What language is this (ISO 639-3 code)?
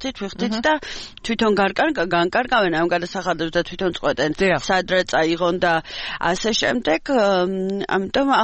kat